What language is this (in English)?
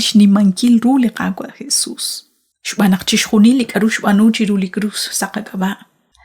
Kekchí